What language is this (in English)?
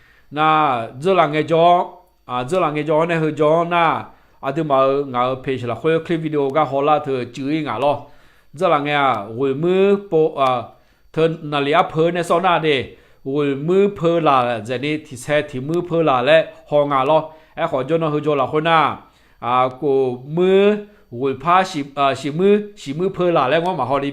Akha